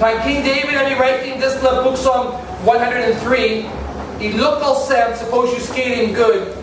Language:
Tok Pisin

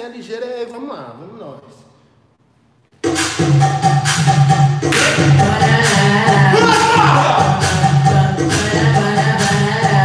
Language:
Portuguese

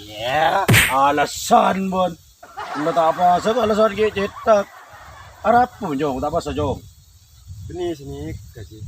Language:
Madurese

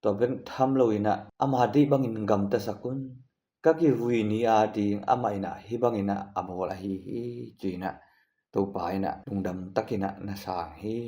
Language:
Tedim Chin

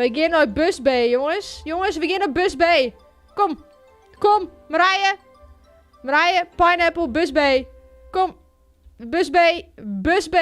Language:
Western Frisian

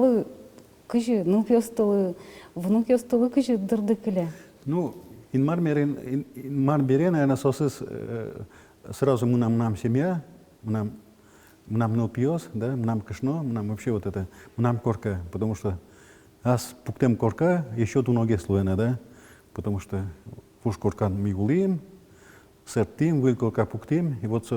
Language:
Udmurt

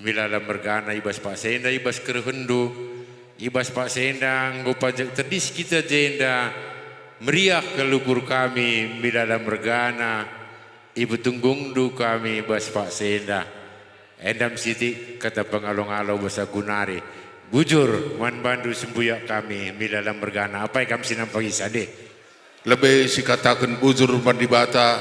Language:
Batak Karo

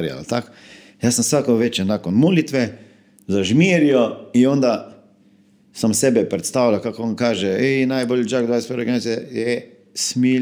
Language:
Croatian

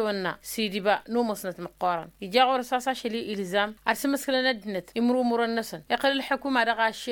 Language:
Tamasheq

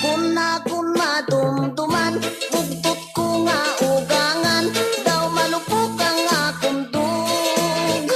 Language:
Hiligaynon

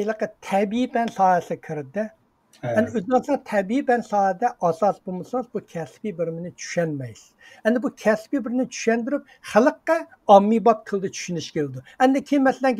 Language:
Uyghur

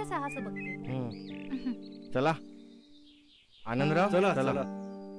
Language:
Marathi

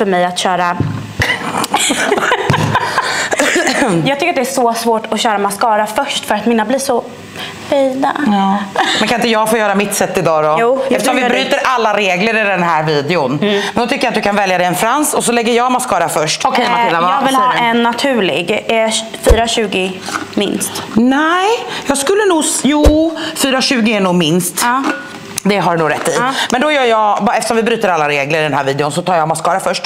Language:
Swedish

